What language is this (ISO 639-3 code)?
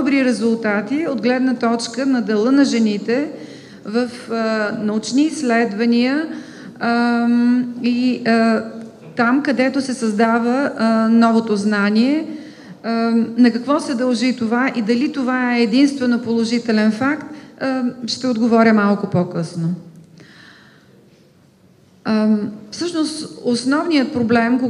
bul